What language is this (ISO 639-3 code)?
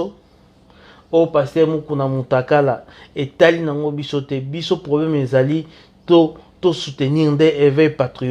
lin